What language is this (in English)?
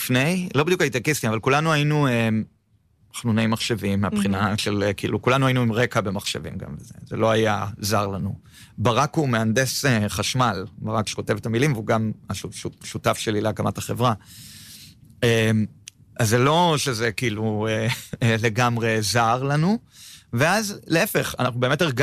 Hebrew